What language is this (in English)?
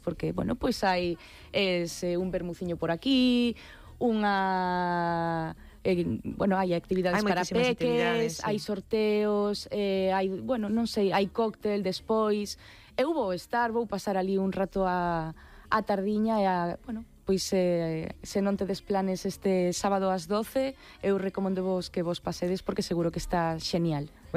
Galician